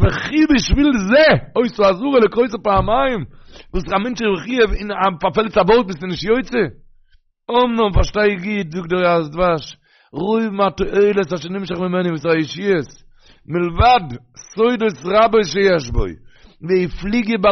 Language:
Yiddish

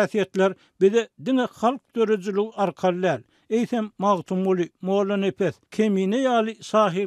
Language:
Turkmen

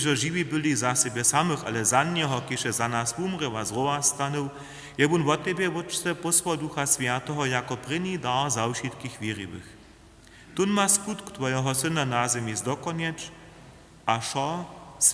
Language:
Upper Sorbian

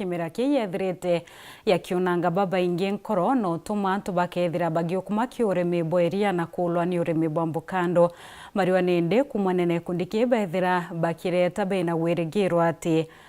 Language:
Meru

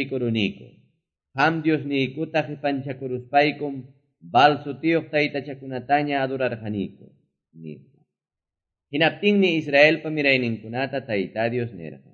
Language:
Quechua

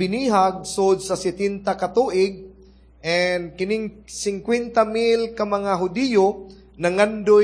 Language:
Cebuano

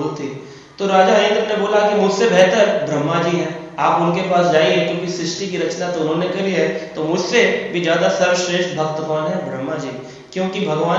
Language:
Hindi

